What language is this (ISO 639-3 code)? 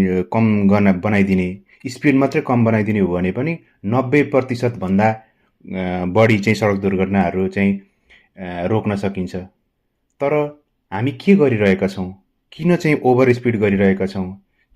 nep